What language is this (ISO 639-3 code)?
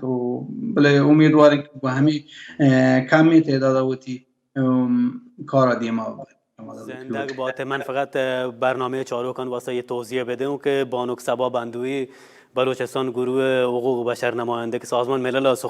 bal